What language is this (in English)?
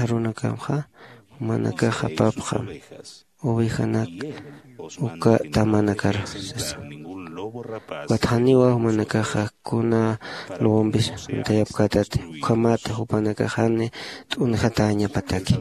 Aymara